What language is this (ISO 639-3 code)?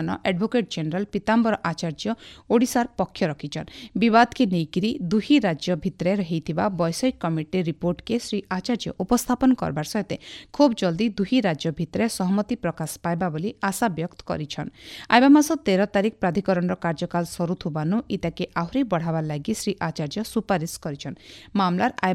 ori